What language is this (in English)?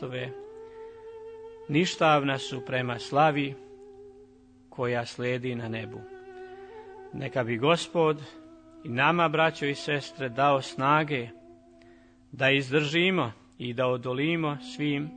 Croatian